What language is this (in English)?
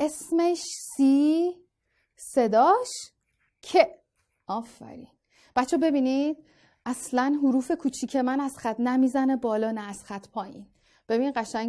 Persian